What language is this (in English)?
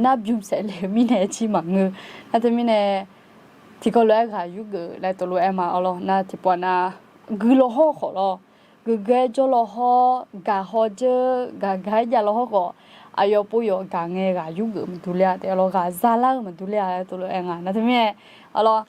Akha